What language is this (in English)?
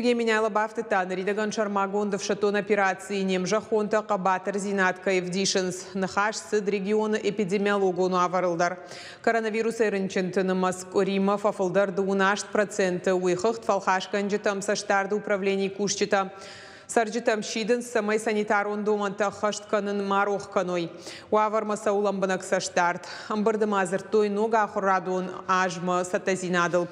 Ossetic